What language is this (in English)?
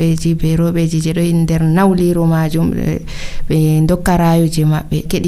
Nigerian Fulfulde